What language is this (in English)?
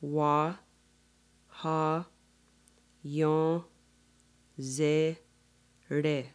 Mohawk